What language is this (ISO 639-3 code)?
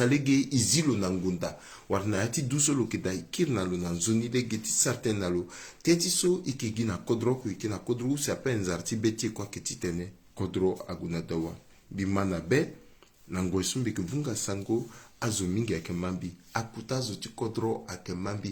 sag